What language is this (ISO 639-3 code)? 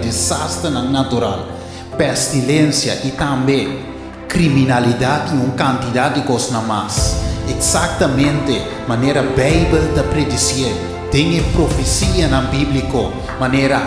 pap